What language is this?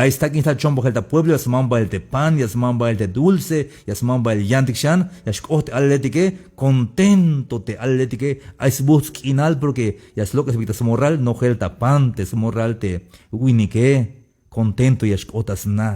Tzeltal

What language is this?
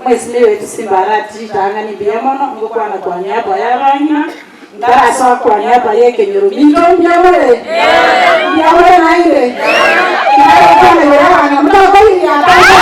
Gusii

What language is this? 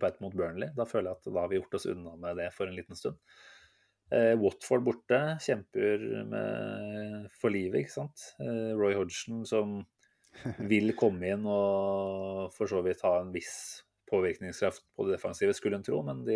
Norwegian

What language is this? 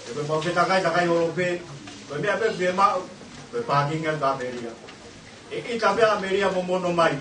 Tongan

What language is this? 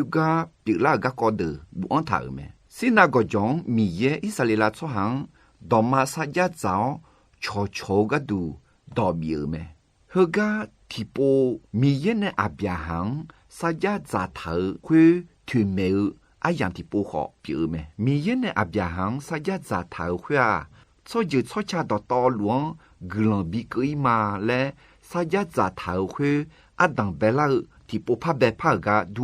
Akha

